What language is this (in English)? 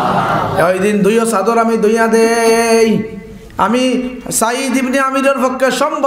Sylheti